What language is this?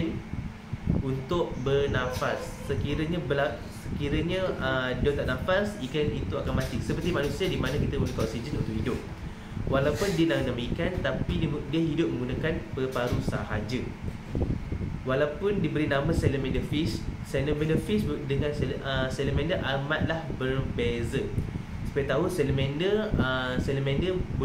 Malay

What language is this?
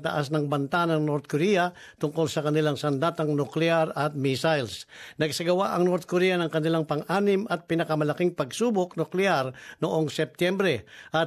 Filipino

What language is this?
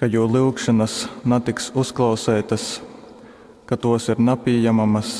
Latgalian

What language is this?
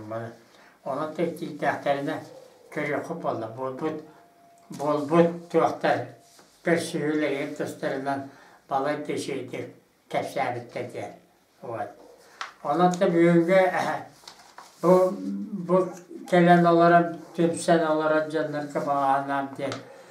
Yakut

